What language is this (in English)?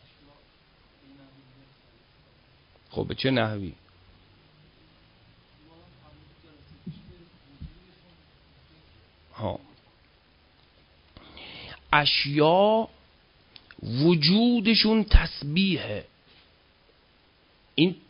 Persian